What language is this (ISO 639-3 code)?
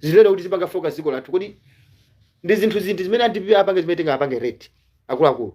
nya